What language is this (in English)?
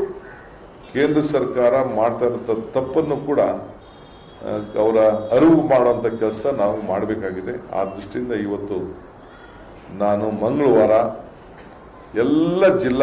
Kannada